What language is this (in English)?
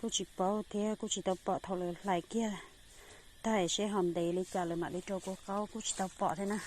Hmong